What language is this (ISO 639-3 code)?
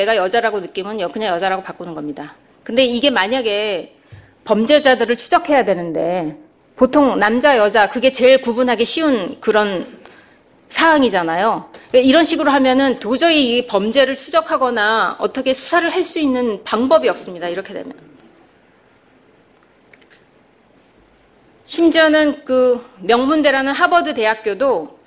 kor